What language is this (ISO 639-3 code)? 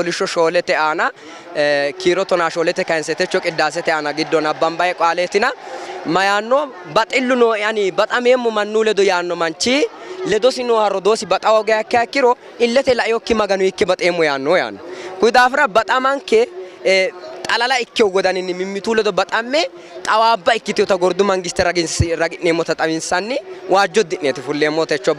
sid